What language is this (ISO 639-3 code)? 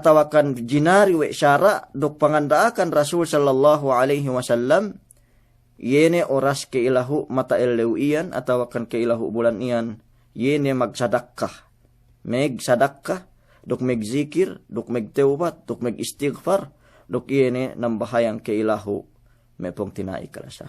yka